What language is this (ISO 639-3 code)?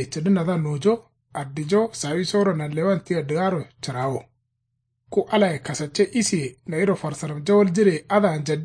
kau